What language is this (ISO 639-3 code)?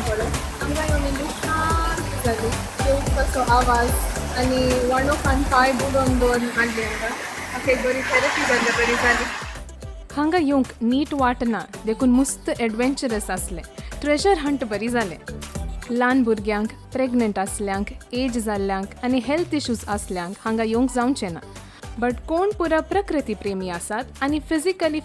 kok